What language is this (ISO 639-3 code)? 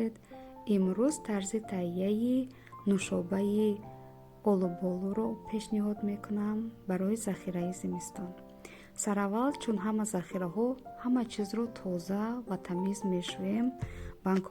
tgk